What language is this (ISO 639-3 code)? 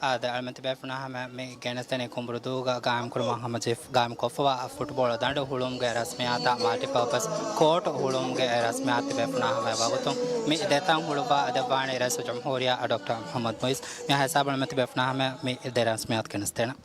div